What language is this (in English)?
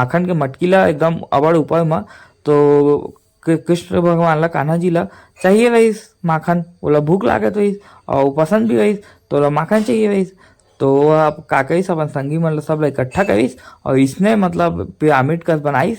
Chhattisgarhi